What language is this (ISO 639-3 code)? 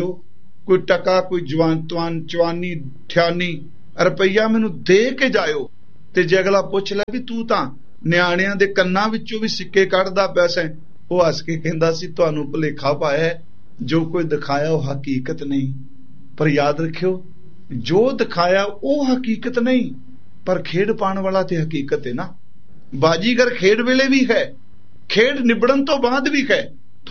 pan